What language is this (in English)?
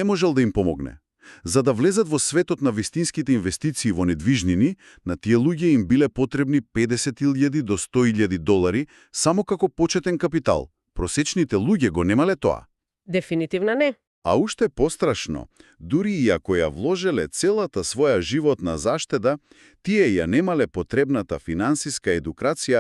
Macedonian